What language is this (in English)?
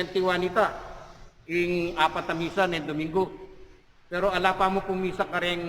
Pampanga